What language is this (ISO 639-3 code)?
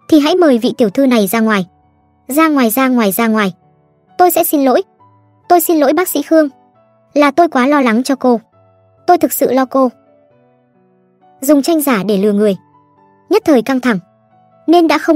vie